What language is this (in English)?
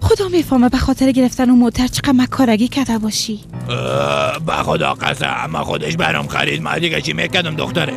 Persian